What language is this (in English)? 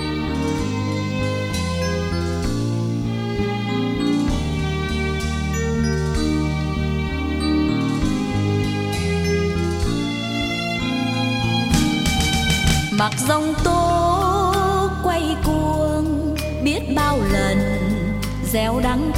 Vietnamese